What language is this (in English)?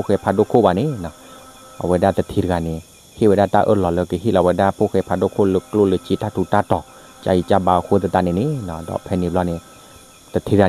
S'gaw Karen